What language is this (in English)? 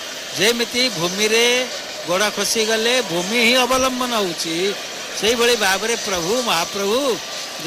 Odia